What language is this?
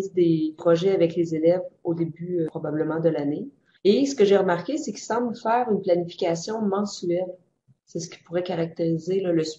French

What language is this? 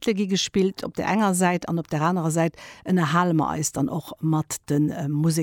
Luxembourgish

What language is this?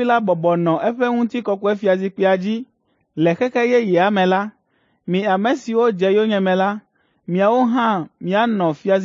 Ewe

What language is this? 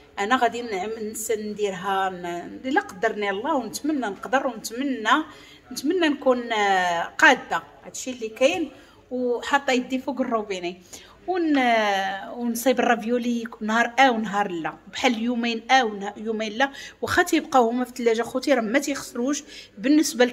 Moroccan Arabic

